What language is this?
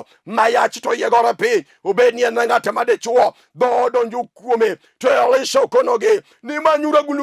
Luo (Kenya and Tanzania)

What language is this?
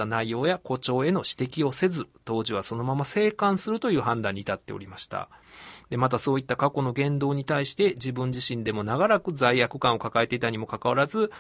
Japanese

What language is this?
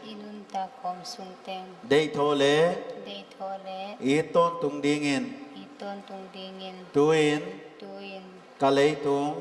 Paite Chin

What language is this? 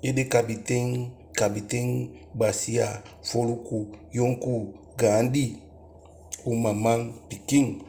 Eastern Maroon Creole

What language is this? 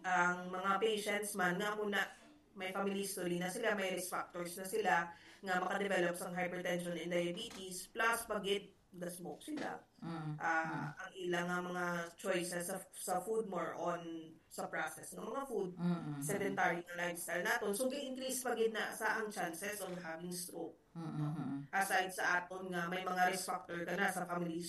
Hiligaynon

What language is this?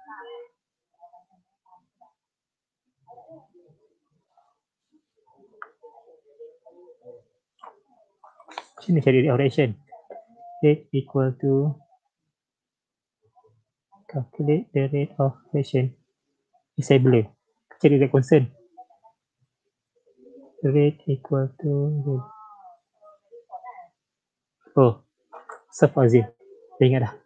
Malay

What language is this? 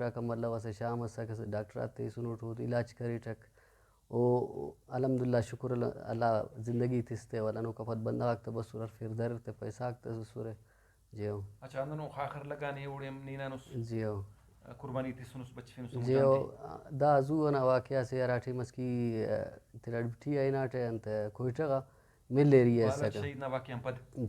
Brahui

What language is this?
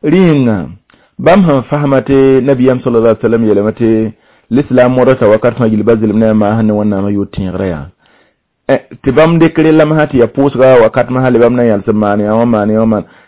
Mossi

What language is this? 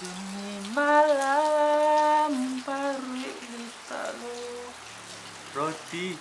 Minangkabau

